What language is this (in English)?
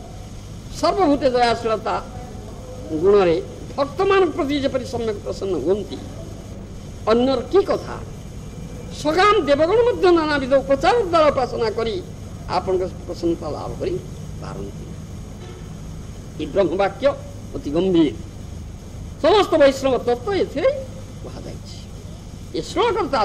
Odia